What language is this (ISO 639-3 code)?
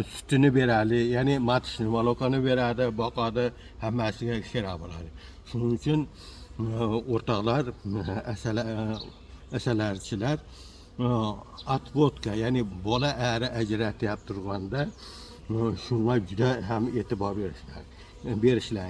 uzb